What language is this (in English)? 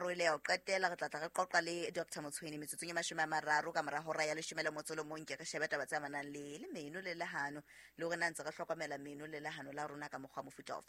Southern Sotho